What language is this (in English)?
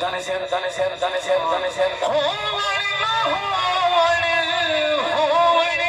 Saraiki